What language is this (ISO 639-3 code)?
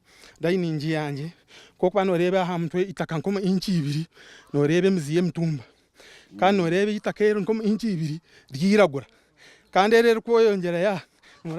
nyn